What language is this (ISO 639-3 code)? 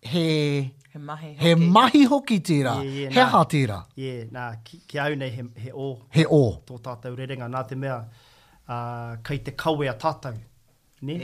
mri